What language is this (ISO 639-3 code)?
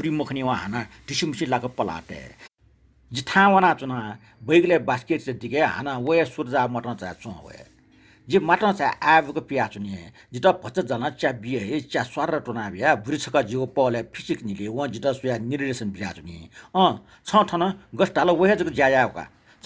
new